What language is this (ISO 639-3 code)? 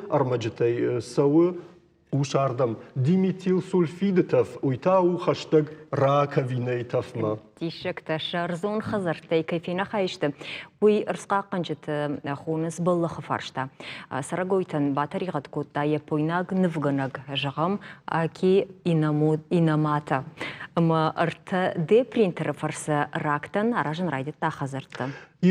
oss